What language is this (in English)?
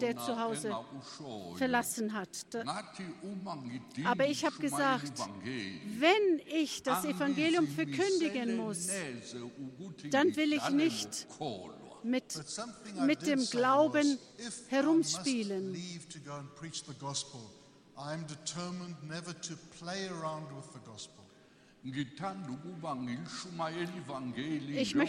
German